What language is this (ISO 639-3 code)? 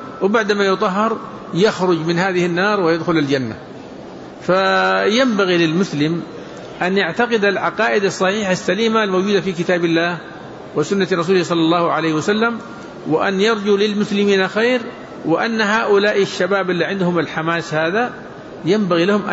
ara